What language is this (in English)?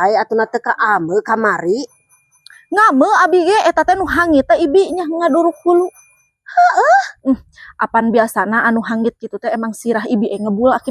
Sundanese